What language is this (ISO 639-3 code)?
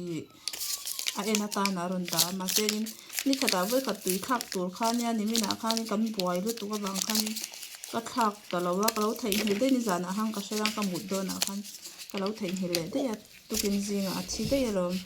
lus